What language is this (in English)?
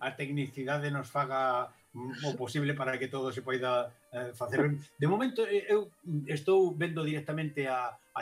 Galician